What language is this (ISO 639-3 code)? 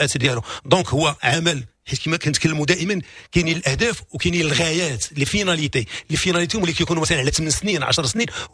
ary